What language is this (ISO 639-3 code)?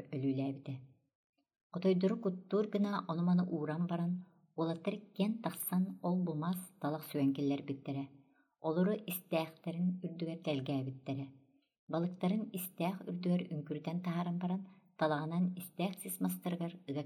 sah